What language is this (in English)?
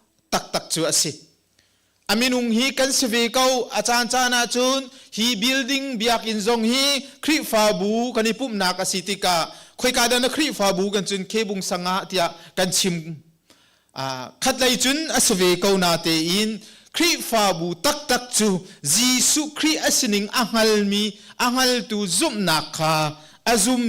Hakha Chin